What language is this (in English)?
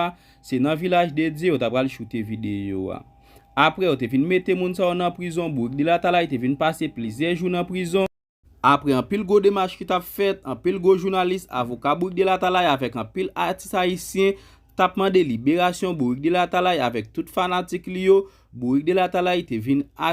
Haitian Creole